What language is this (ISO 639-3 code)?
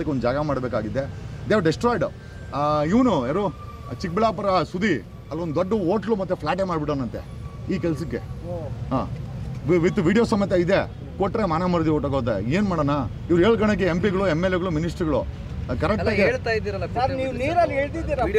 kan